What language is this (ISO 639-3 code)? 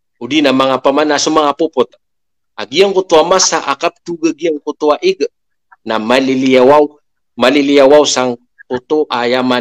mrw